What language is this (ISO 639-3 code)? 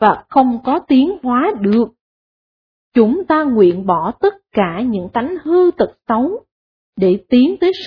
vie